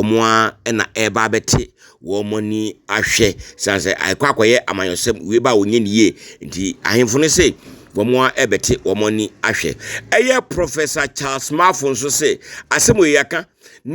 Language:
Akan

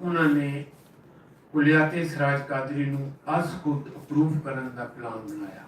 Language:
Western Panjabi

